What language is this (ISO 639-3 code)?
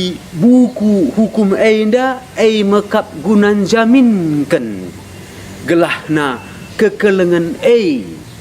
btx